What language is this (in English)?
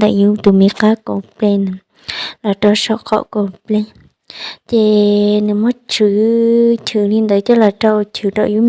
Hmong